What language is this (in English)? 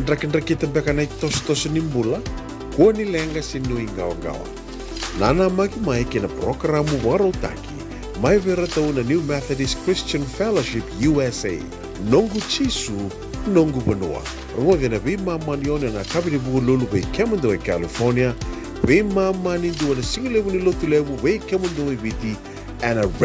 Fijian